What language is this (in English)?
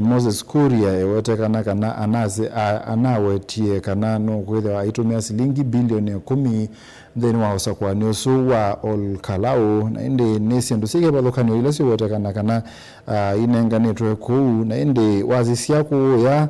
Kamba